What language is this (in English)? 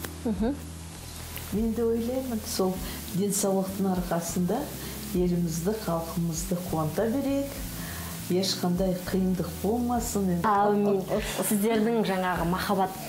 Kazakh